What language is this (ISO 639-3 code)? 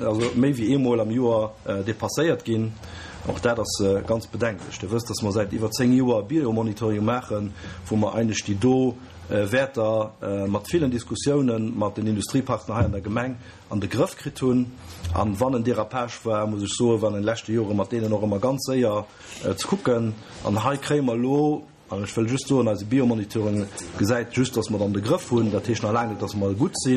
ltz